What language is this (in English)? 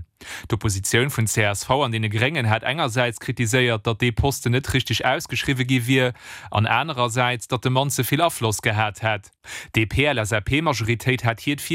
Luxembourgish